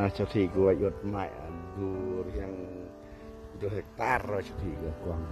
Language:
Central Mnong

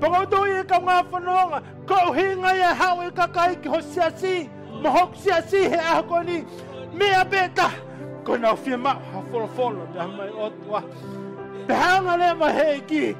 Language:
Tongan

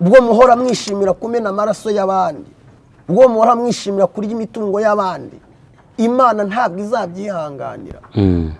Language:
Kinyarwanda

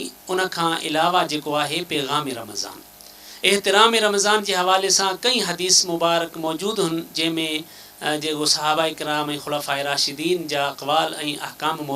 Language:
Sindhi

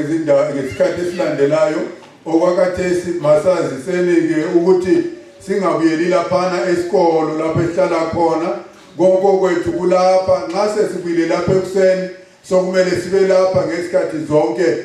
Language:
North Ndebele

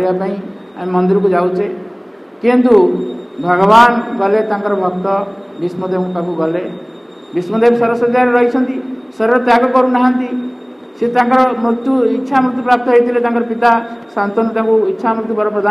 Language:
Odia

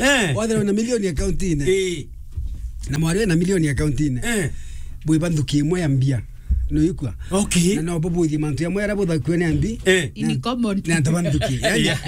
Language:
Meru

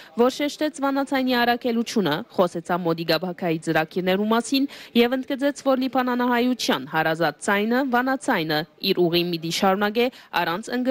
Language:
Armenian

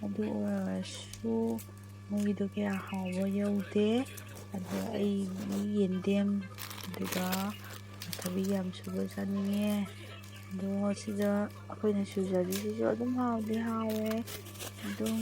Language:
Manipuri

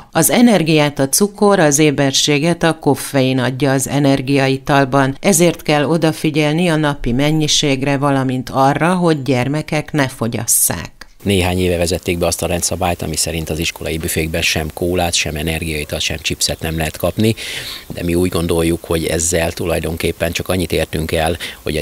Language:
Hungarian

